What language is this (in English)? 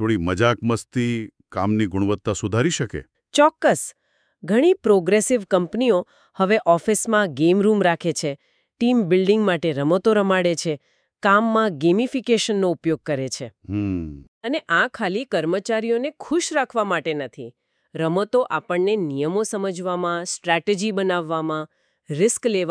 Gujarati